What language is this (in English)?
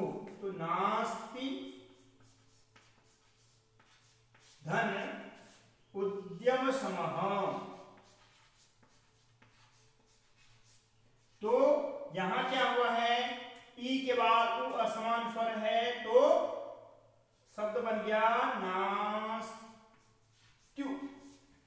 Hindi